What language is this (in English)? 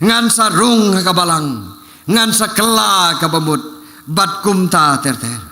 Khasi